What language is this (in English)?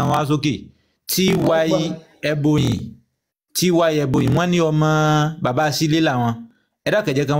Yoruba